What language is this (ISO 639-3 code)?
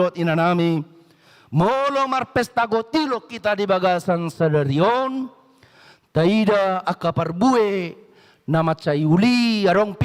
bbc